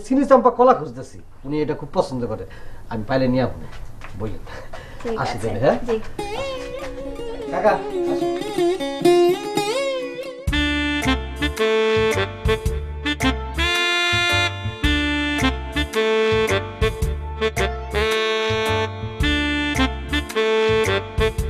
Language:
Bangla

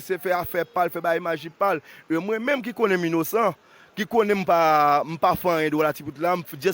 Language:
Haitian Creole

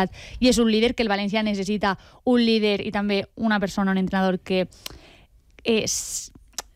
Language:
Catalan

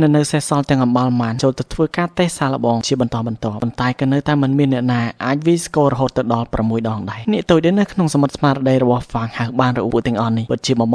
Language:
Khmer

